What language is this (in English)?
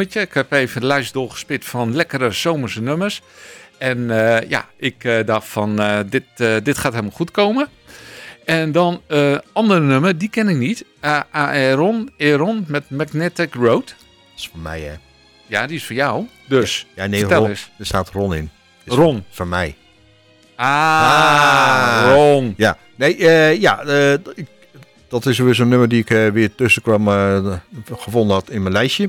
Dutch